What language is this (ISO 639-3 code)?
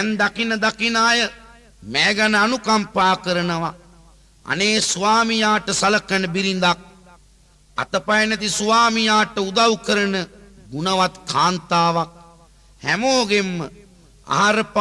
sin